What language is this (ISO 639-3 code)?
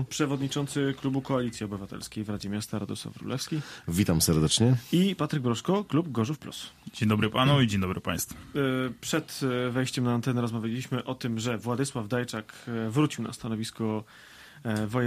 pol